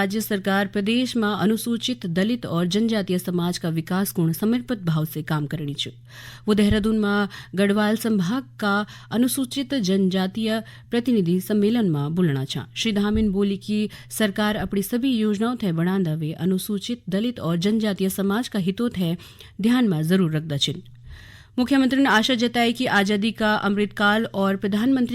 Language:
Garhwali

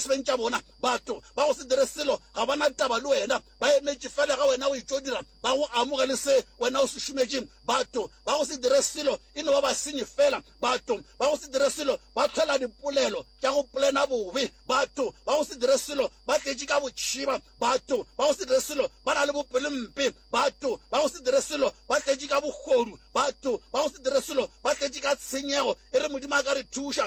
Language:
Northern Sotho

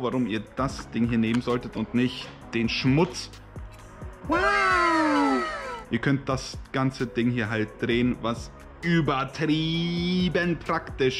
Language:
German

